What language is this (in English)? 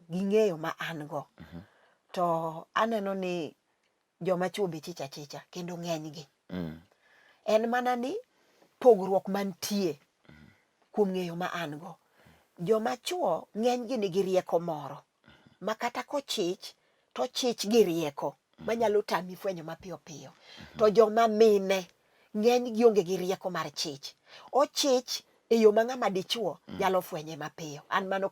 Luo (Kenya and Tanzania)